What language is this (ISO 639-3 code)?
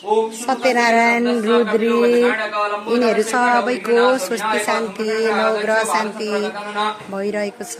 nep